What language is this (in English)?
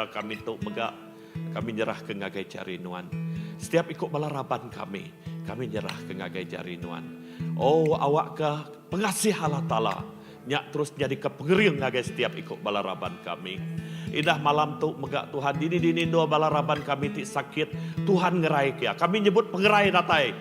Iban